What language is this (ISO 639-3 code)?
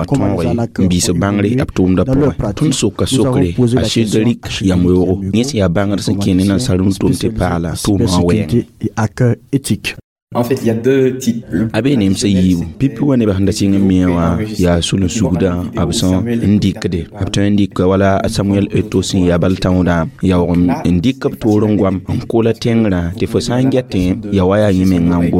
mos